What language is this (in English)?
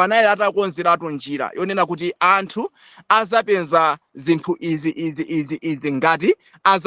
Nyanja